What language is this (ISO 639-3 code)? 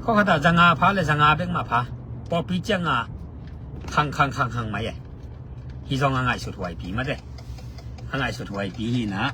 ctd